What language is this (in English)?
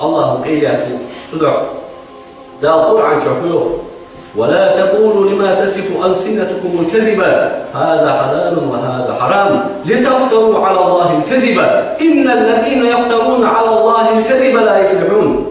Ingush